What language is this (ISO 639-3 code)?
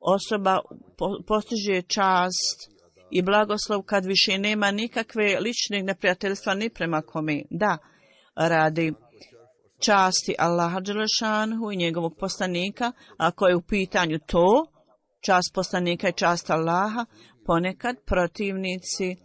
bos